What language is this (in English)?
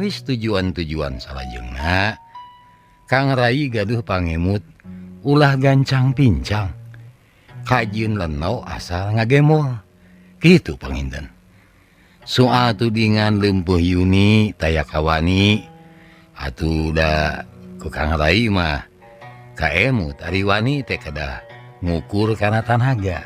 Sundanese